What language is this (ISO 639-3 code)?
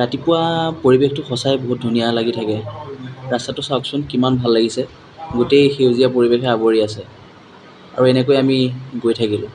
asm